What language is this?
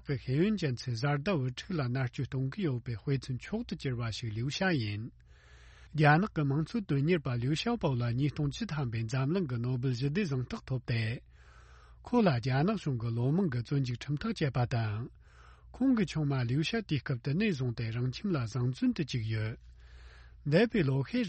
Tibetan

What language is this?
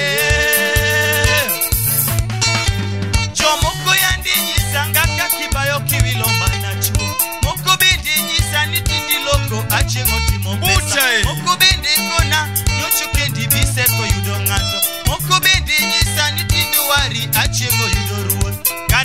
Luo (Kenya and Tanzania)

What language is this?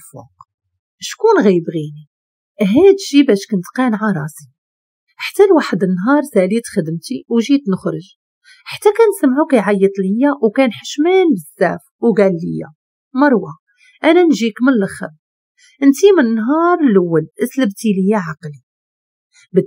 Moroccan Arabic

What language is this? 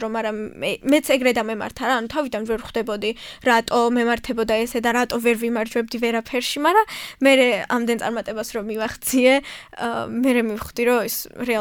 Georgian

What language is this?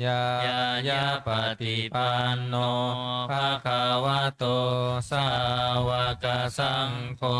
Pali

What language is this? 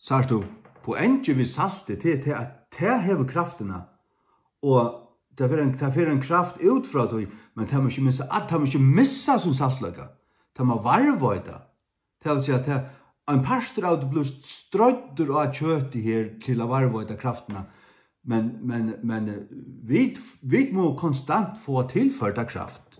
Faroese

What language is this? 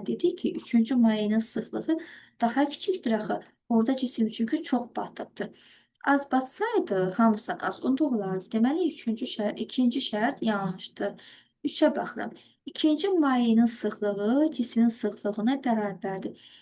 Azerbaijani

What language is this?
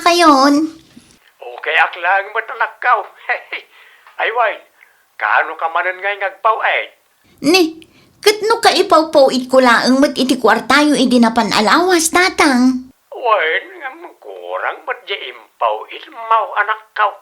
Iloko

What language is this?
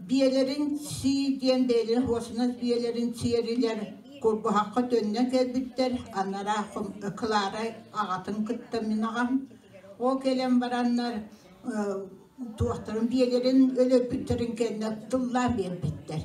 Yakut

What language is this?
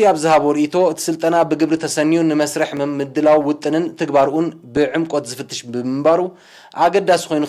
Tigrinya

